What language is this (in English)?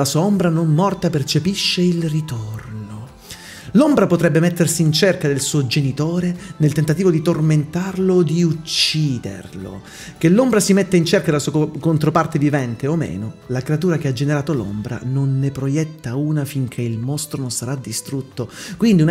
Italian